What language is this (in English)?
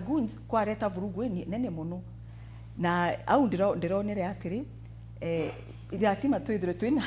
Meru